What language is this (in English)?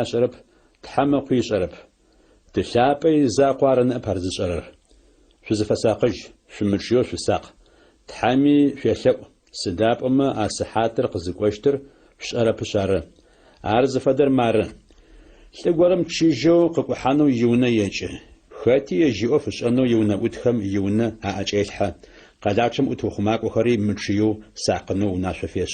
Adyghe